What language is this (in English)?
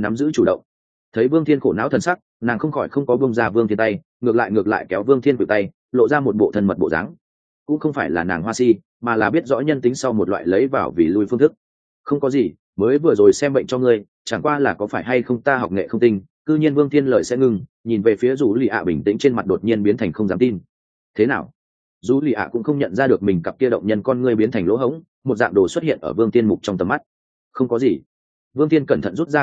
Vietnamese